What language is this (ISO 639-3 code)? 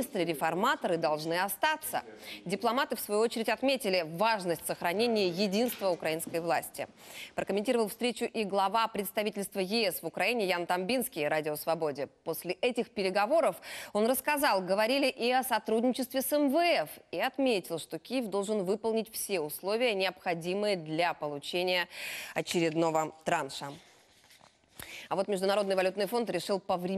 rus